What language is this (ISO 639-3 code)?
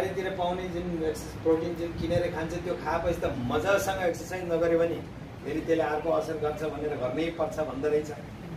nep